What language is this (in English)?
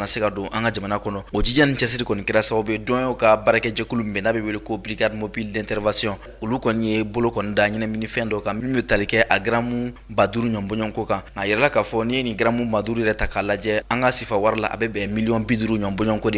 Bambara